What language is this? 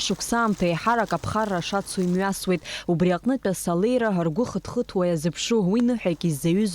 Abkhazian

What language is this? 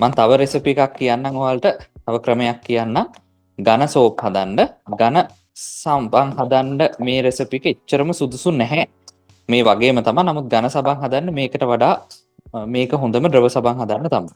Sinhala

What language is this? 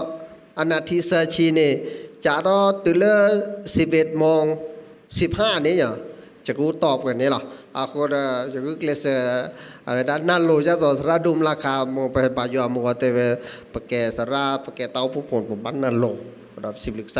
S'gaw Karen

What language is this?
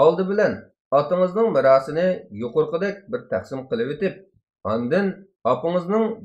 Uyghur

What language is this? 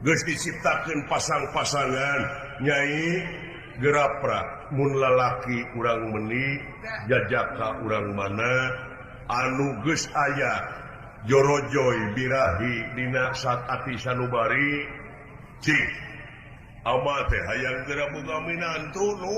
Sundanese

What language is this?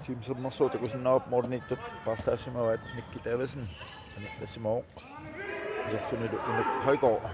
Kalaallisut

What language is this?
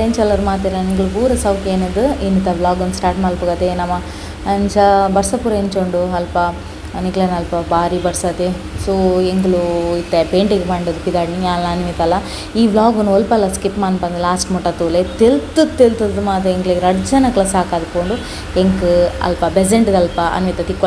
Tulu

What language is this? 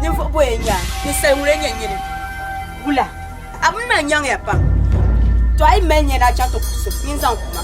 Dagbani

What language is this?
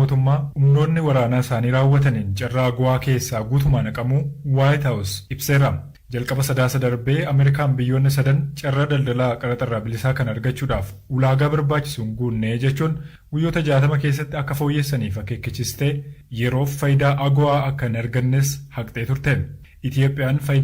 Oromo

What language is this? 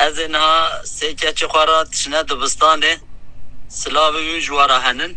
Kurdish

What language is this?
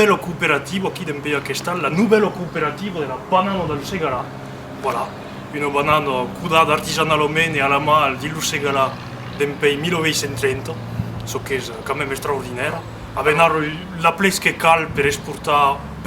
Occitan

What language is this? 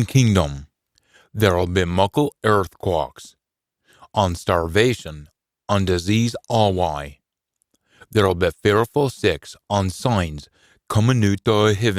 Scots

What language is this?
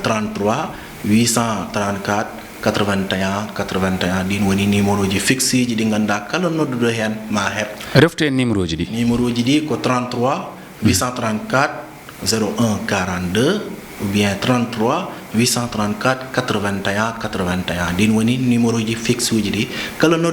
Fula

